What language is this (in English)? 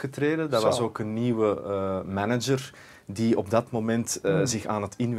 Dutch